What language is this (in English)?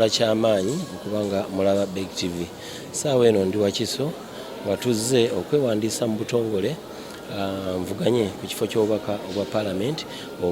Ganda